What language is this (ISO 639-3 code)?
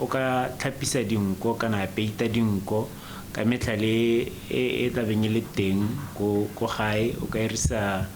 tsn